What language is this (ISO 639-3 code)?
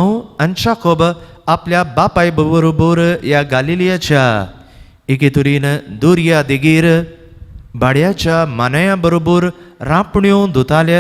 kok